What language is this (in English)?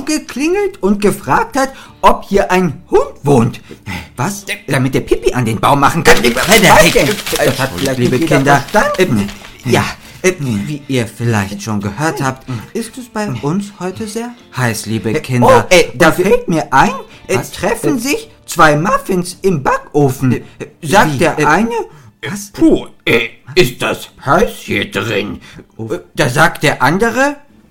German